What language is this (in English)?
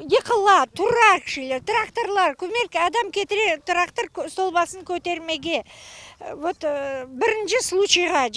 Crimean Tatar